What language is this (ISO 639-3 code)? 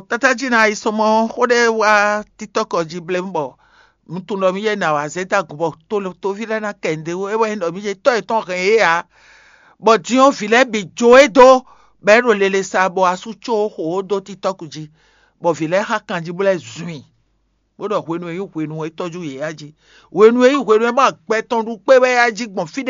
fon